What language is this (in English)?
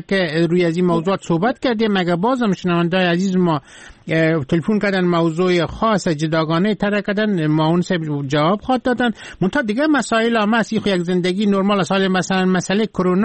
Persian